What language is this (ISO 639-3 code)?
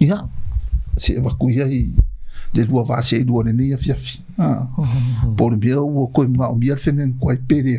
smo